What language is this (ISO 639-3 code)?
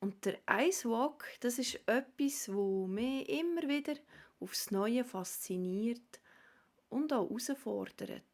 gsw